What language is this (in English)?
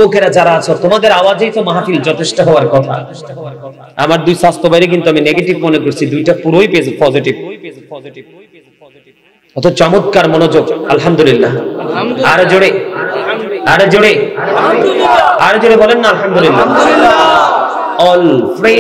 Bangla